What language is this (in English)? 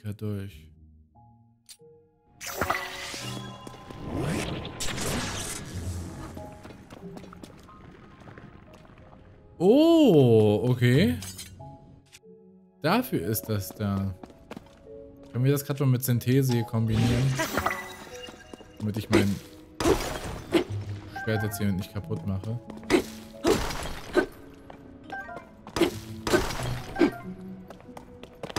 German